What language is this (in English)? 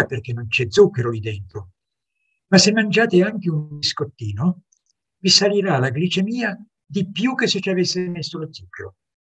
Italian